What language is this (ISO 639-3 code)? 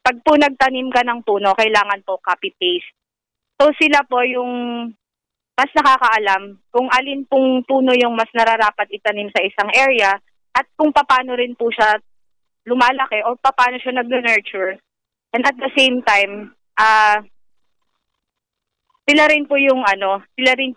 fil